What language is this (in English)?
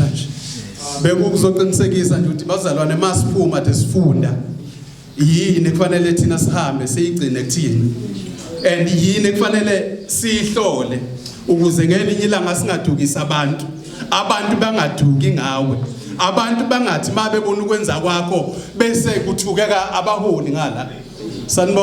Zulu